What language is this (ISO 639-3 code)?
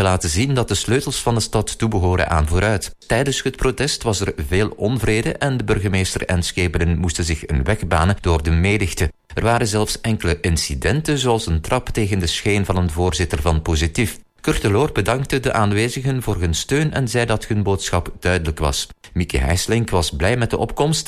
nld